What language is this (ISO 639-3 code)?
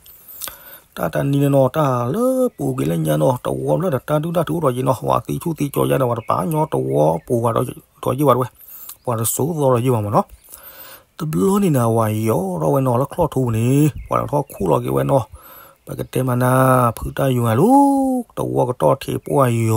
ksw